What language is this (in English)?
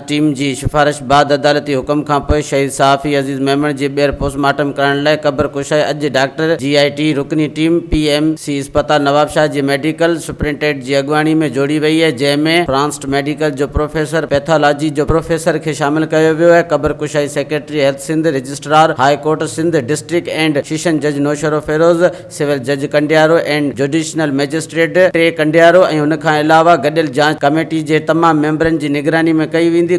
Sindhi